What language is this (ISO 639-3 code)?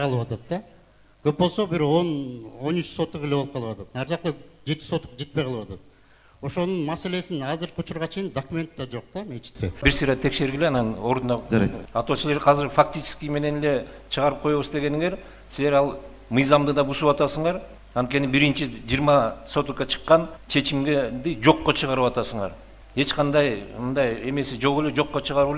kir